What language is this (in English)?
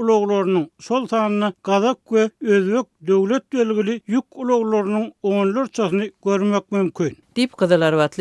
Turkmen